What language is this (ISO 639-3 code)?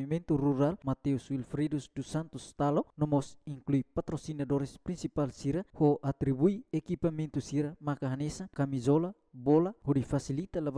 tet